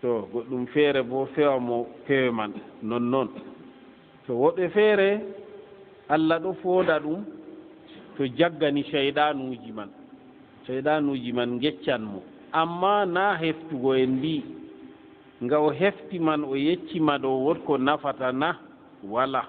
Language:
Fula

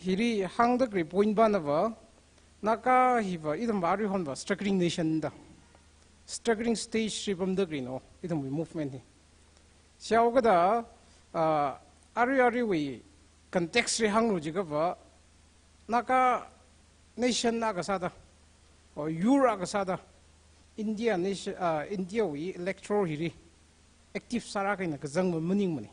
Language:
Tangkhul Naga (India)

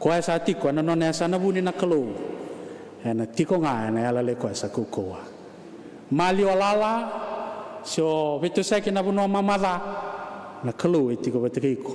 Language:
Fijian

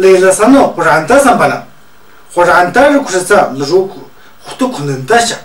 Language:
Tu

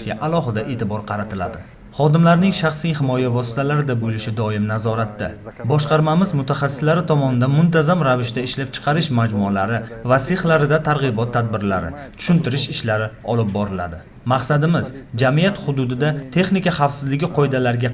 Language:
Uzbek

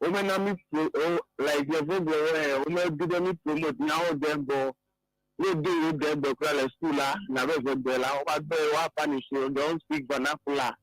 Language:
Ewe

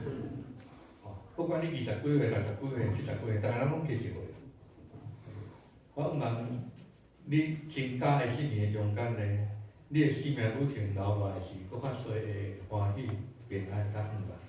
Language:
Min Nan Chinese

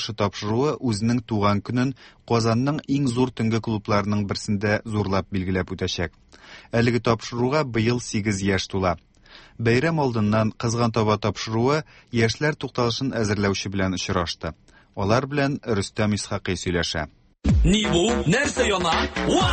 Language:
Tatar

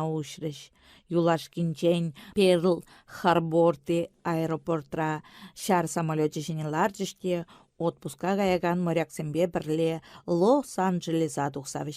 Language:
Chuvash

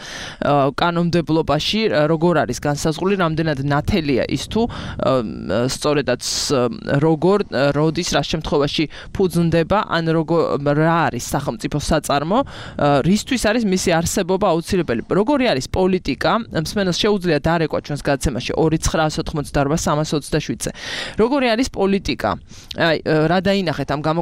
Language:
Georgian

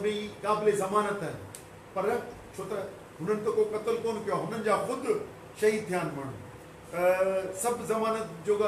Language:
Sindhi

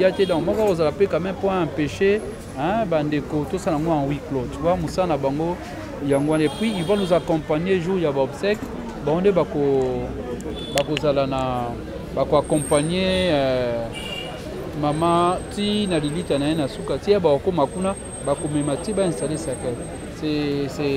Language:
Lingala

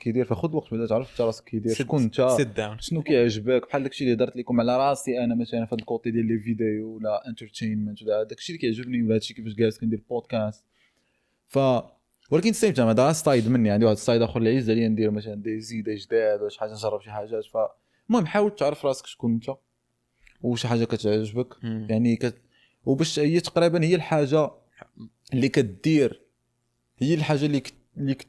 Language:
Moroccan Arabic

